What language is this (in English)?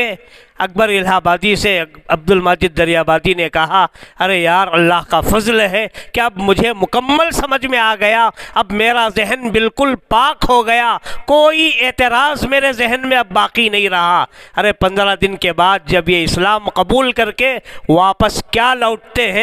Urdu